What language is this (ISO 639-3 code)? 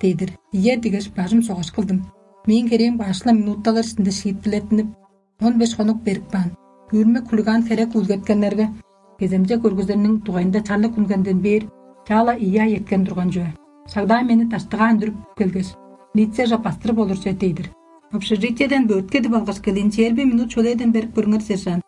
tyv